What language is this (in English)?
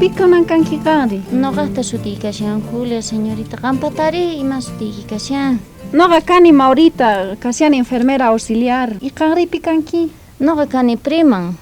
South Bolivian Quechua